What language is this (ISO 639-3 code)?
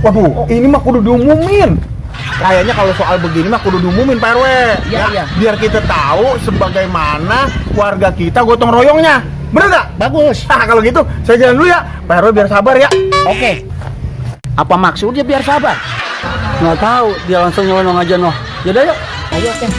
bew